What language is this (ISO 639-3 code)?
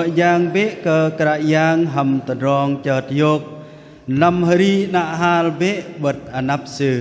bdq